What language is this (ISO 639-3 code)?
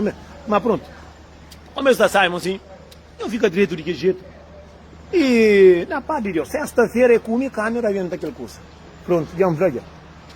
kea